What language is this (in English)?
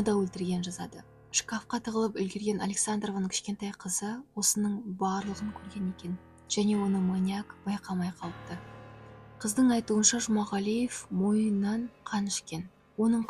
Kazakh